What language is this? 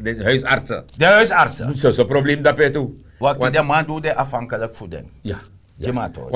Sranan Tongo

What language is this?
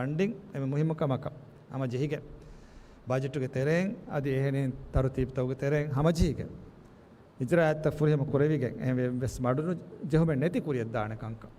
Divehi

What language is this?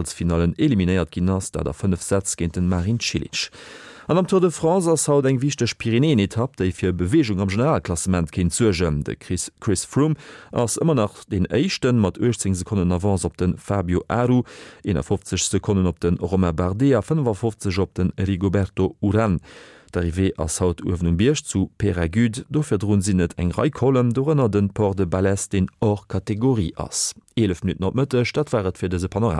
Luxembourgish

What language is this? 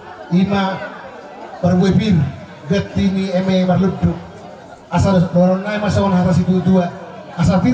Batak Toba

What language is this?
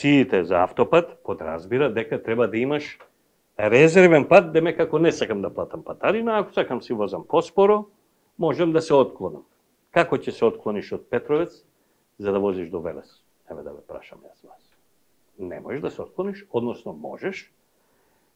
Macedonian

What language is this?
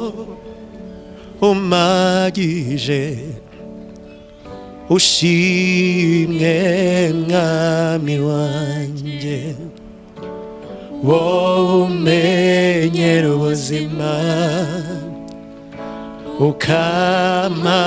Kinyarwanda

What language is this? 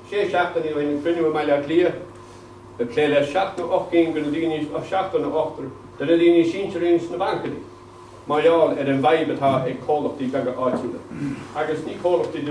Irish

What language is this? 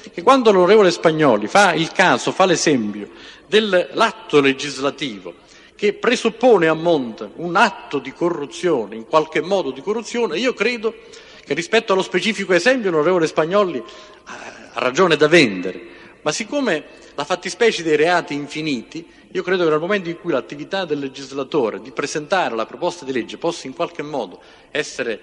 Italian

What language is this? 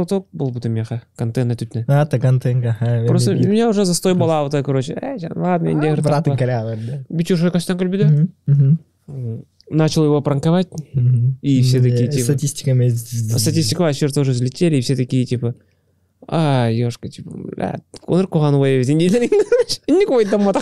Yakut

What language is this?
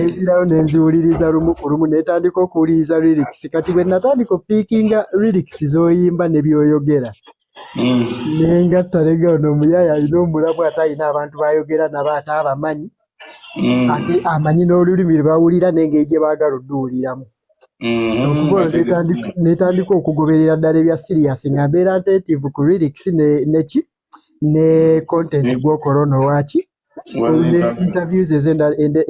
Ganda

